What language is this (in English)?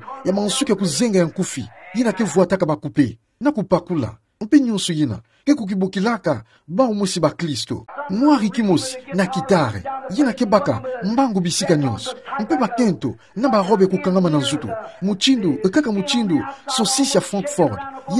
Kituba (Democratic Republic of Congo)